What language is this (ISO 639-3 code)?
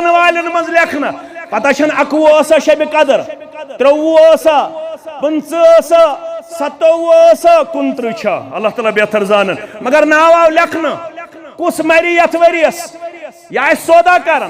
kas